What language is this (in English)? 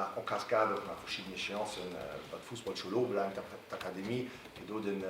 Luxembourgish